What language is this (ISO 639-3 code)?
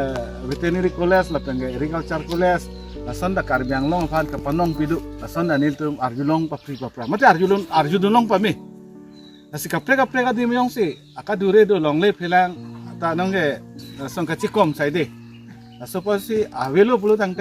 mjw